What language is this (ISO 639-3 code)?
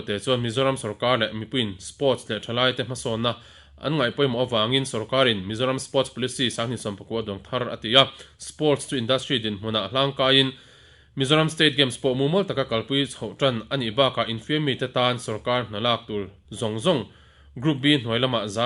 lus